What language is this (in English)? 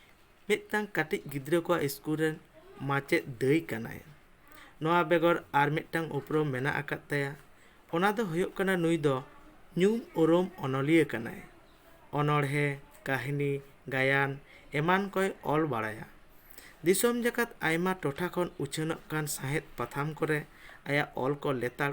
Santali